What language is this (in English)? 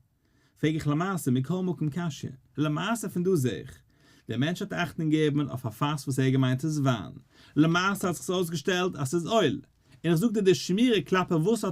Yiddish